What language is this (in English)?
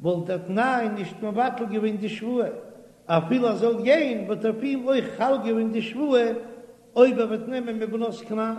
Yiddish